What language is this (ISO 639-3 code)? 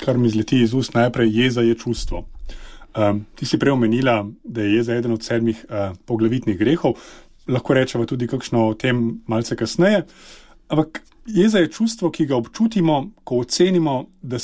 slv